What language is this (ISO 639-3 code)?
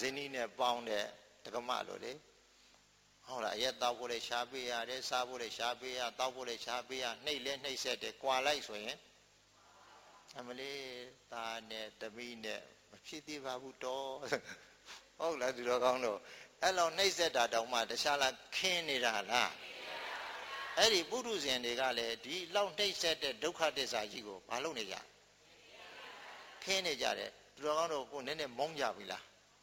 mya